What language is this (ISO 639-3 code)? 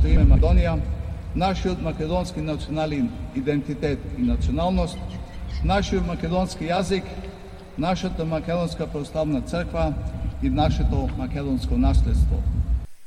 mkd